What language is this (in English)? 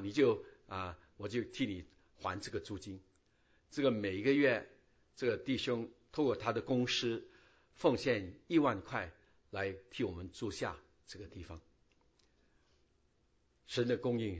Chinese